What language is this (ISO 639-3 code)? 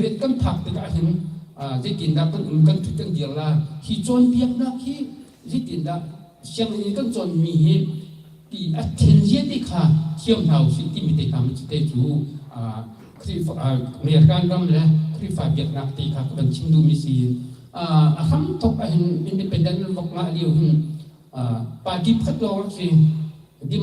cnh